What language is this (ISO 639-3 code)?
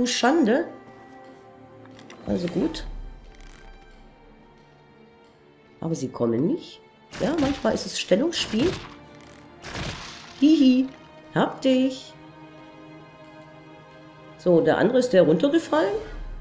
deu